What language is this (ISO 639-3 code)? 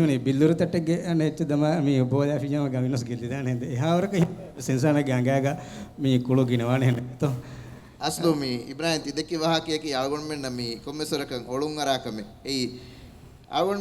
div